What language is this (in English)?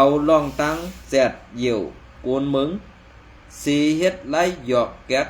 Shan